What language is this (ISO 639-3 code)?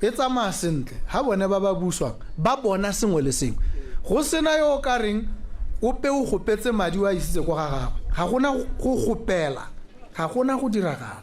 tsn